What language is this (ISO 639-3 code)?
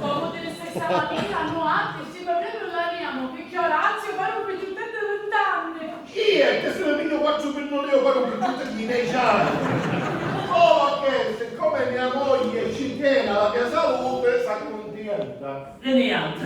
scn